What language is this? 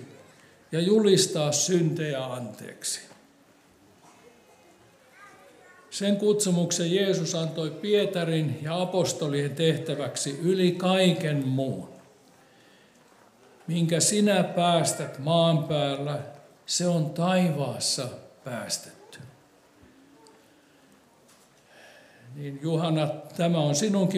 Finnish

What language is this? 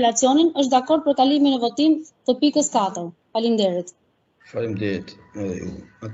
Albanian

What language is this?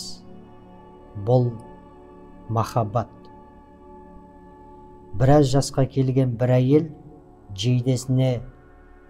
Kazakh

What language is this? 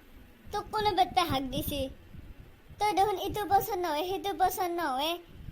Assamese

